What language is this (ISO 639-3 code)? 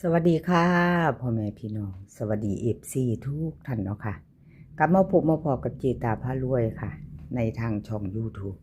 tts